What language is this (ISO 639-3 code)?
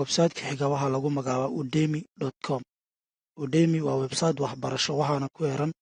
som